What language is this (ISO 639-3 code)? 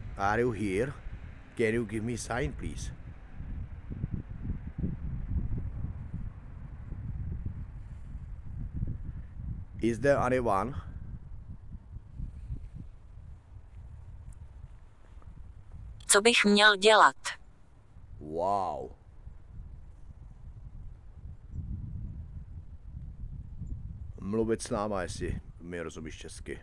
ces